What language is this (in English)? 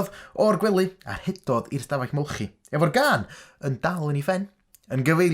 Welsh